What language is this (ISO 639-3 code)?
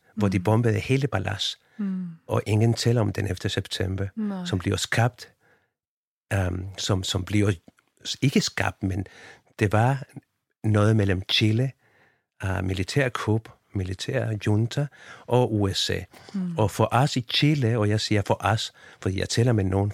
dan